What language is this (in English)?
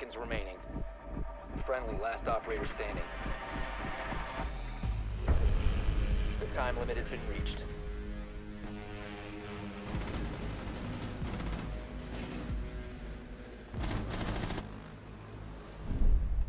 Czech